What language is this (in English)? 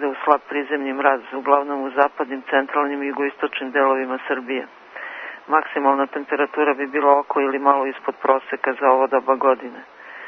Serbian